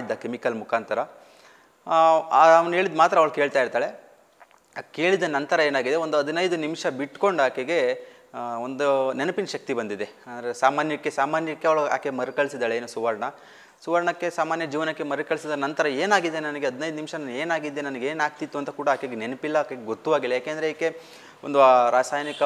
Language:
Kannada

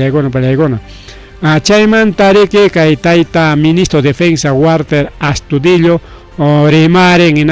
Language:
Ayacucho Quechua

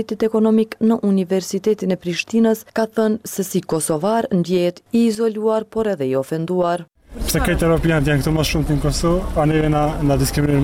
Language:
Albanian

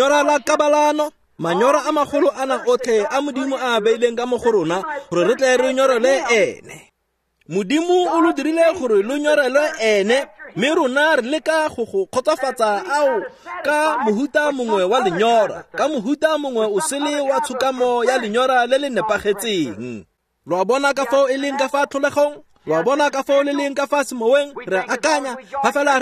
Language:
Tswana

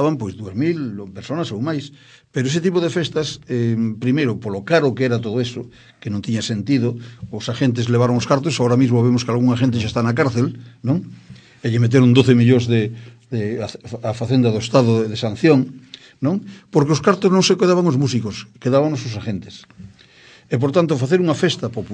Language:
Galician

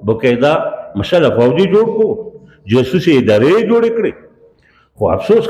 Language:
Pashto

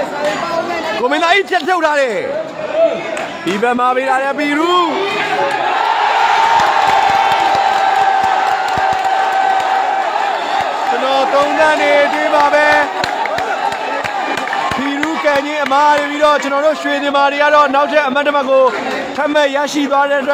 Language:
Burmese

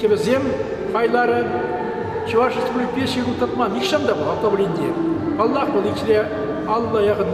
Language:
Chuvash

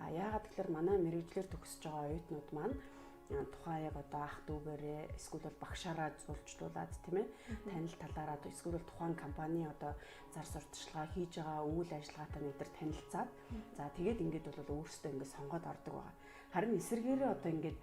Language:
Mongolian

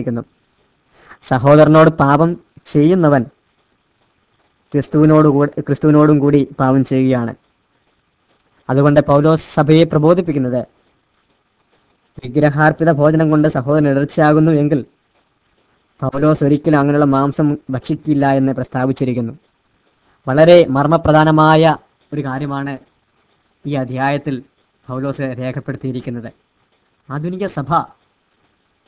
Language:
Malayalam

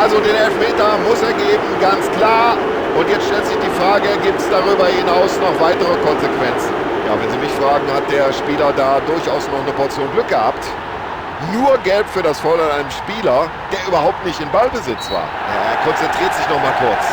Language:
Bavarian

